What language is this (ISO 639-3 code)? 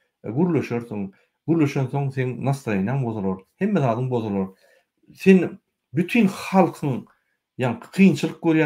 tuk